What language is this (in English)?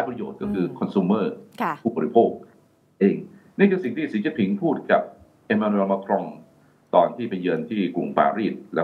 Thai